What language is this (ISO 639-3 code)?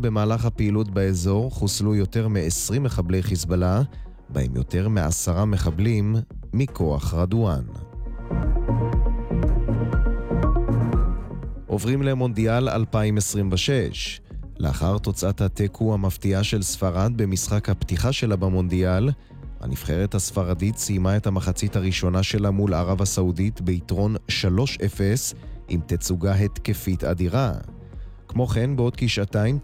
heb